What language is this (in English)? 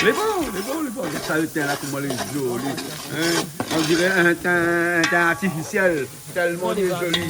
Réunion Creole French